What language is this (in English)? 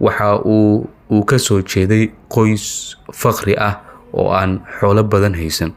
Somali